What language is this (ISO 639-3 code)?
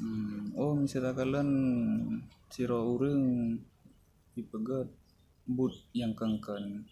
ace